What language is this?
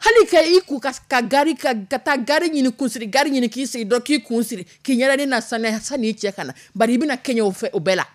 Dyula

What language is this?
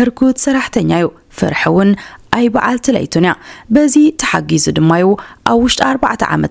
Tigrinya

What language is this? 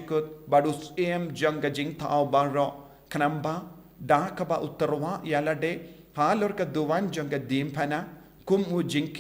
Khasi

